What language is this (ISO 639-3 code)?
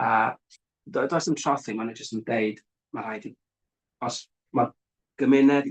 cym